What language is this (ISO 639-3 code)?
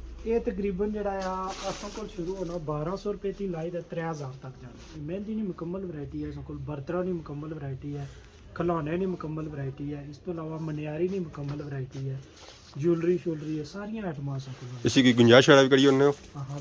phr